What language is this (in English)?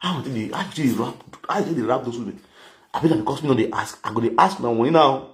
Nigerian Pidgin